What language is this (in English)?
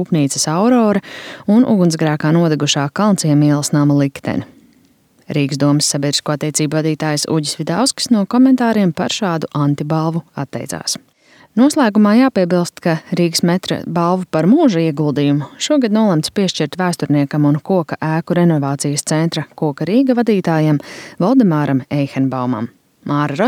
Latvian